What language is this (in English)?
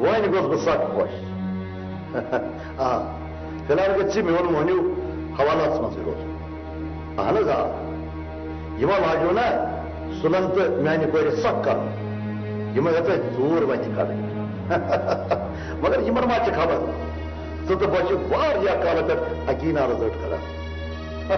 Kashmiri